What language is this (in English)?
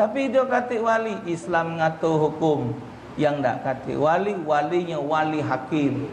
Musi